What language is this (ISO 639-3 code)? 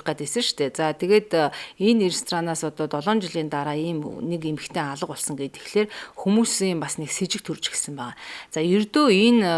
mon